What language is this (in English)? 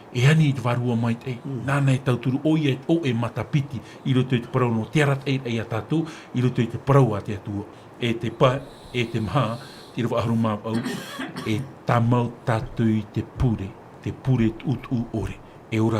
Tahitian